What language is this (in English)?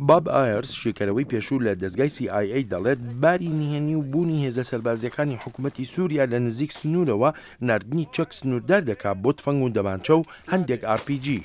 Central Kurdish